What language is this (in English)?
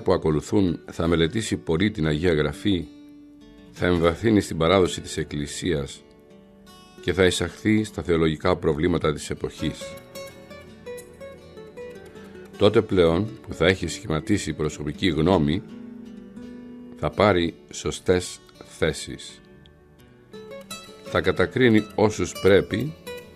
Greek